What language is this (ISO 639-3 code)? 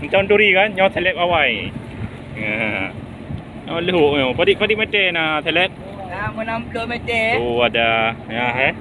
ace